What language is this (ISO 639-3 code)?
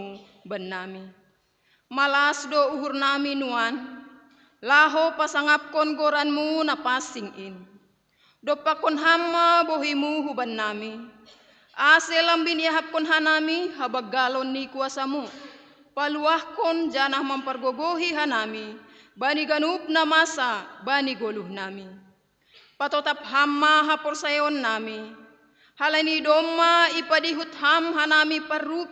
bts